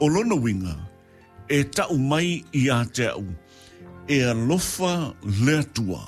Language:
Samoan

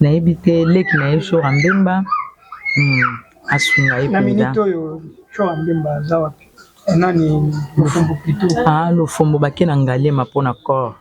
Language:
Lingala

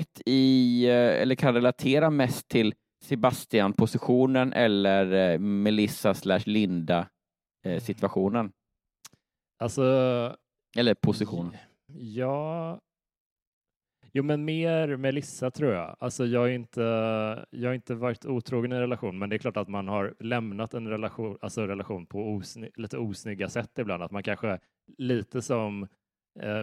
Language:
Swedish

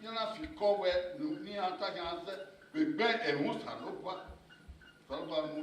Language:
Bini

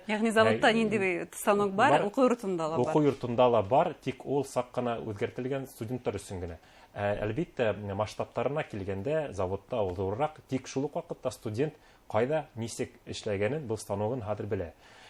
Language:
Bashkir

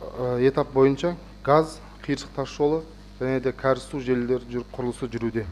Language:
Kazakh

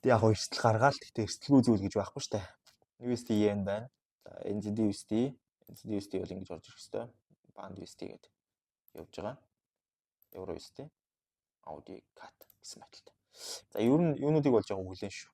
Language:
Mongolian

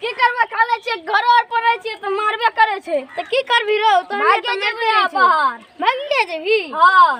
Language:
Maithili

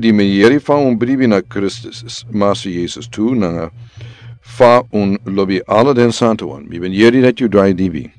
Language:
Sranan Tongo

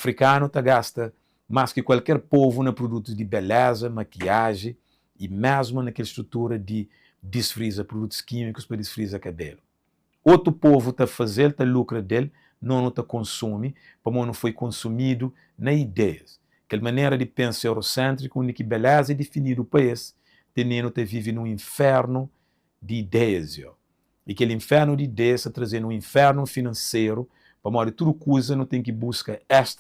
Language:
Kabuverdianu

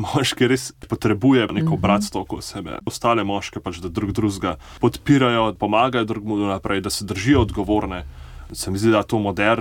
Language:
Slovenian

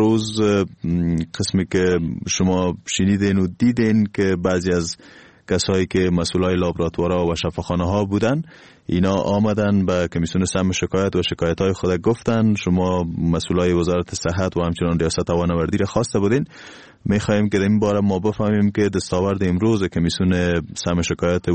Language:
Persian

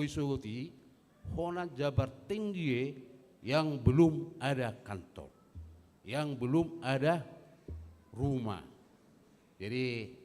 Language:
Batak Toba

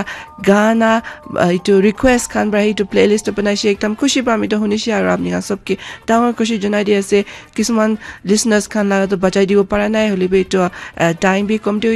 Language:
Naga Pidgin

